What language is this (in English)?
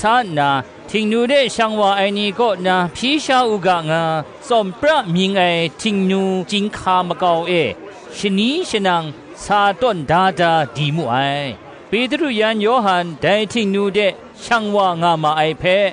Kachin